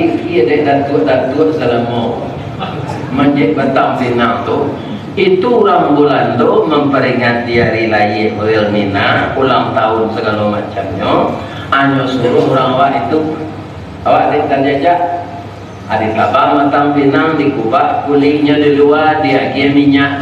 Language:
Minangkabau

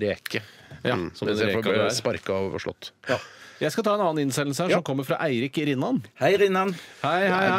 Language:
Norwegian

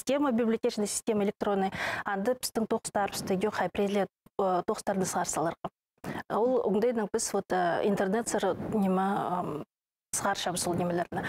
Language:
Khakas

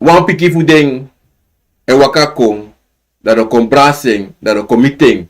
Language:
Sranan Tongo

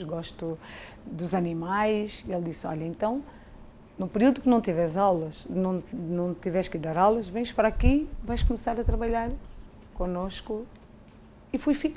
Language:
Portuguese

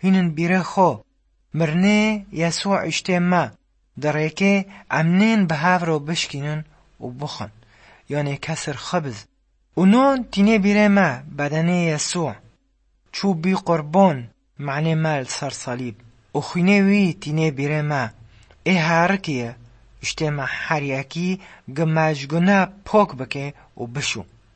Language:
Kurdish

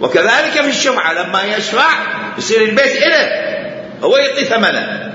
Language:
Mesopotamian Arabic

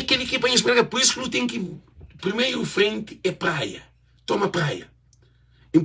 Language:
Kabuverdianu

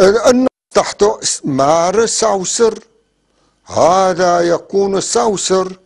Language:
North Levantine Arabic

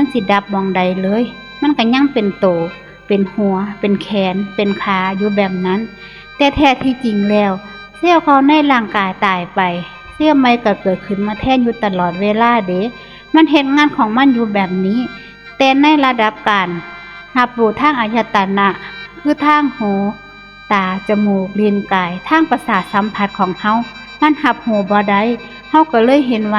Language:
Northeastern Thai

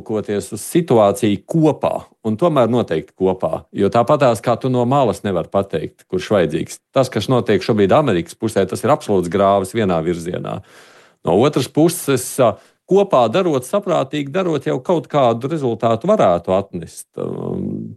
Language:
Latvian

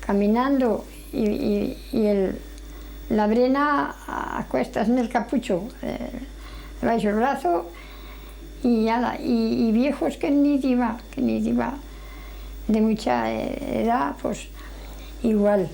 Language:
Aragonese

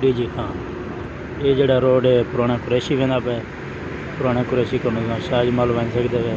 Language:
Saraiki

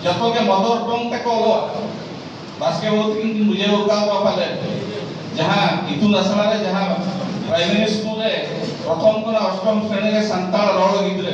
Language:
Santali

